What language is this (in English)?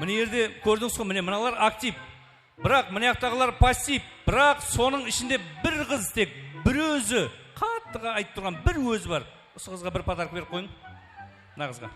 Kara-Kalpak